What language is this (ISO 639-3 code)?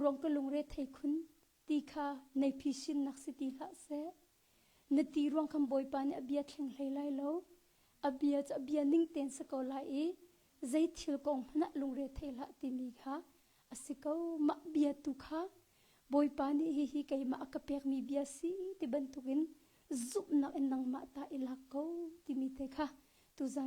cnh